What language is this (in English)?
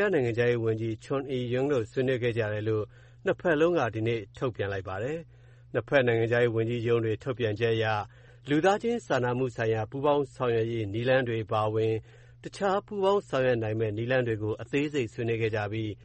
Burmese